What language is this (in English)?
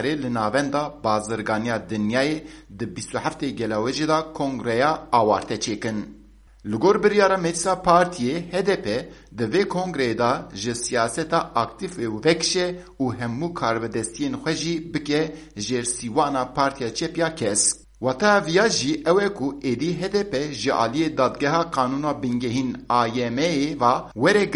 Kurdish